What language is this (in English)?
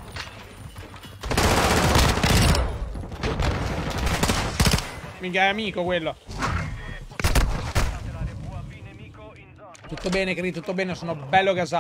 Italian